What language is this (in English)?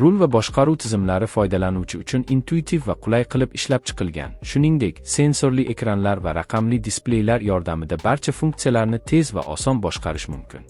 Uzbek